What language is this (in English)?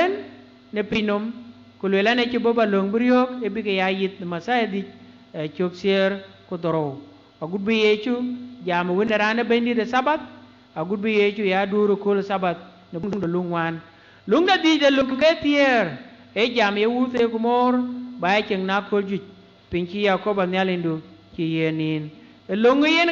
Dinka